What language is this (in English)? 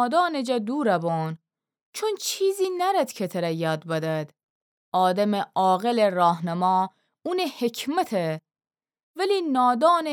Gilaki